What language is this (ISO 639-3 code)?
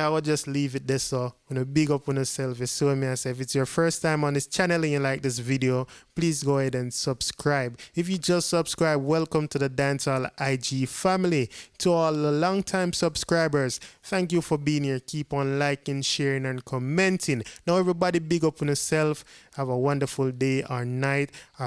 jam